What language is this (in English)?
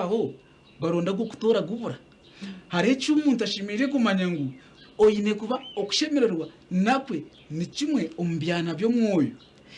Nyankole